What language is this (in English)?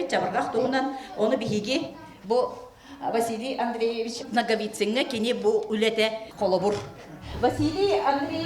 Yakut